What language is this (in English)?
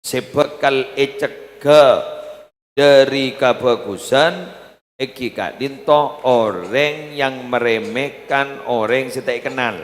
Madurese